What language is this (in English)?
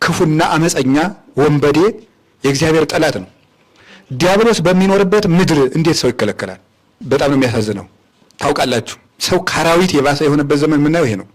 Amharic